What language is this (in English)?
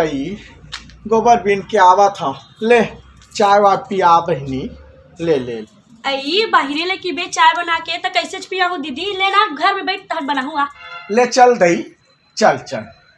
Chhattisgarhi